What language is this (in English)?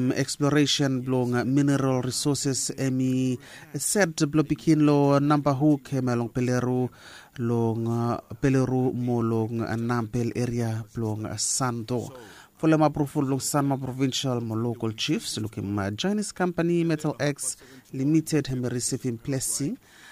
Bislama